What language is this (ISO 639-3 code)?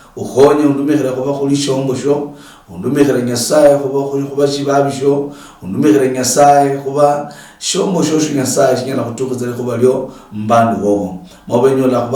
luy